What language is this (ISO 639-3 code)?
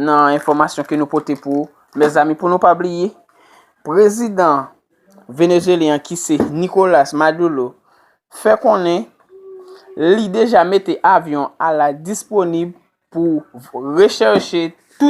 hat